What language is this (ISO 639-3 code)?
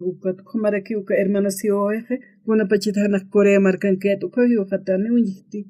aym